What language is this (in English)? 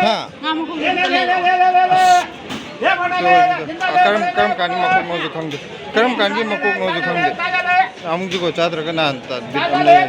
Manipuri